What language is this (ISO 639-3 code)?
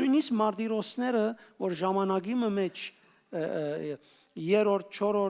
hyw